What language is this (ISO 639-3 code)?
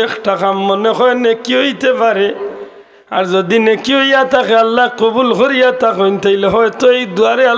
syl